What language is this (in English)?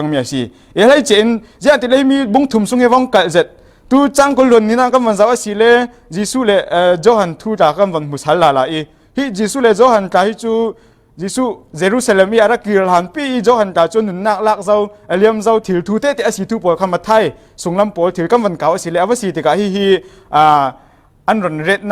Falam Chin